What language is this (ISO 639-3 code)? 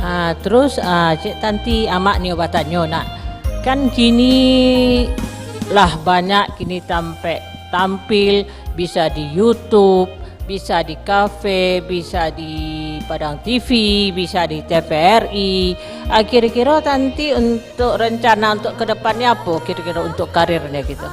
min